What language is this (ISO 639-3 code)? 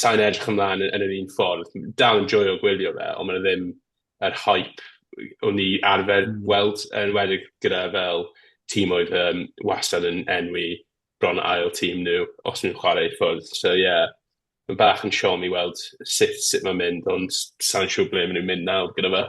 cym